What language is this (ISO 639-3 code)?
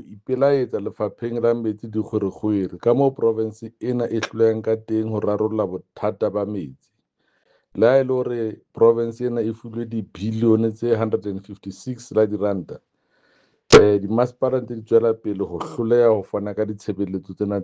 sot